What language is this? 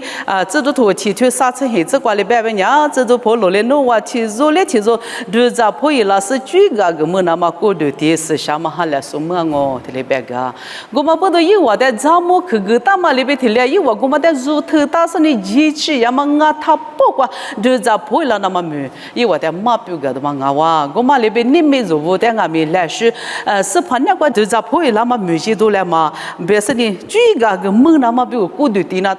Lisu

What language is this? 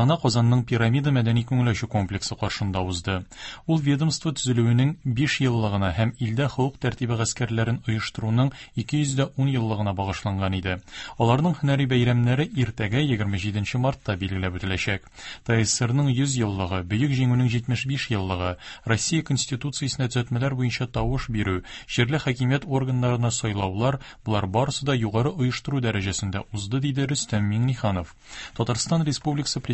Tatar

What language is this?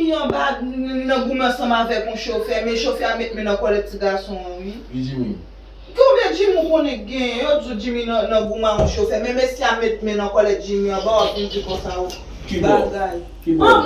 Haitian Creole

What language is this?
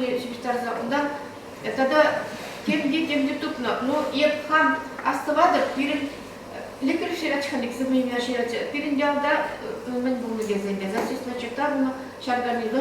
Chuvash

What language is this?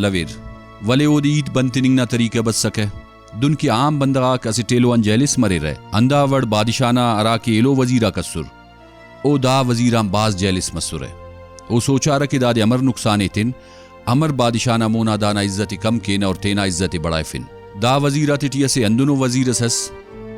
Brahui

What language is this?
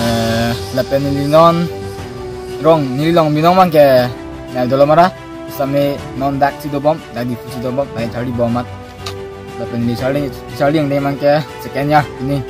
Karbi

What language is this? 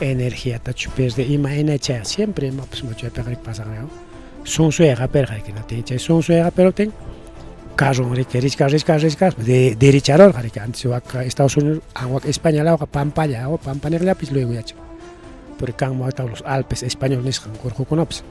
Ayacucho Quechua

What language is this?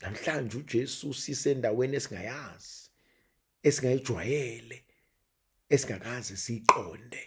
Zulu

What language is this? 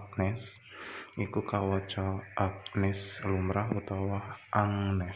Javanese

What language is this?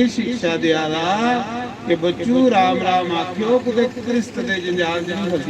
Dogri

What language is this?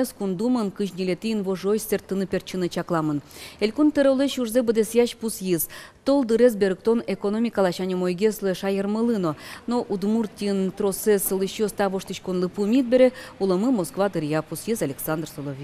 Udmurt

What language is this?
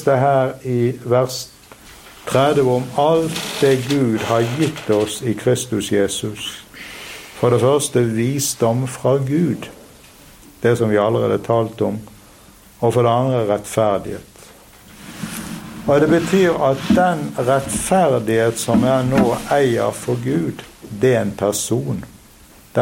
Norwegian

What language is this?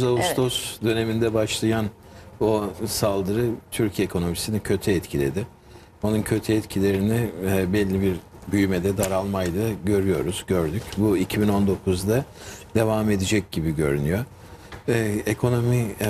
Turkish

